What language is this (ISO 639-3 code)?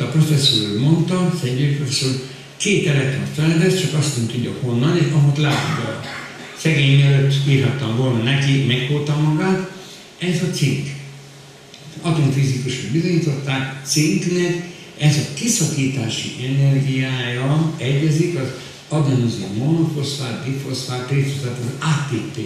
hun